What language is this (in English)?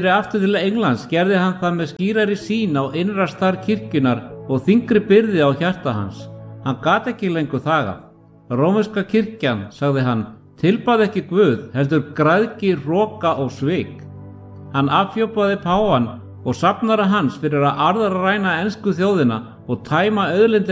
Icelandic